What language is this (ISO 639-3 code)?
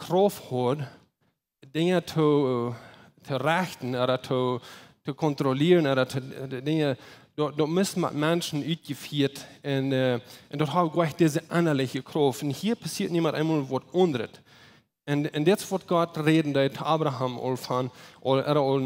pdt